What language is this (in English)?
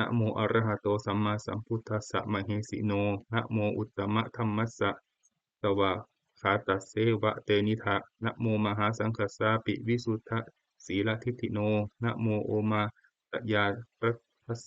Pali